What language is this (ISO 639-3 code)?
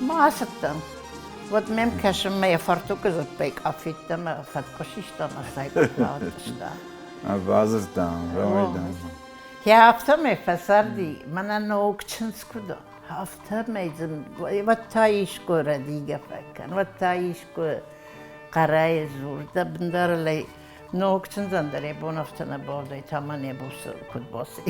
oss